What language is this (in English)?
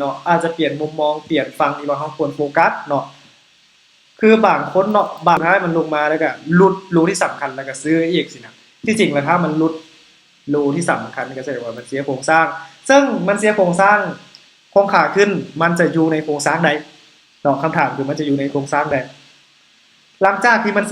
Lao